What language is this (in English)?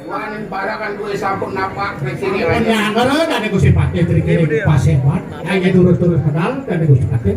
Balinese